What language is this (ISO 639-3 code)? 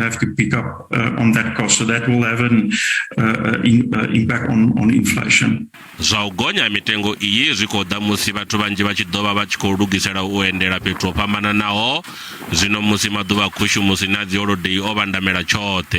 ven